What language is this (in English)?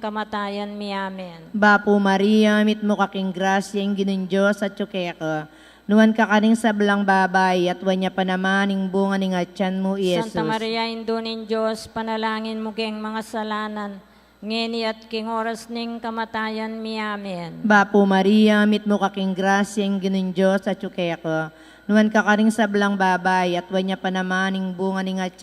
Pampanga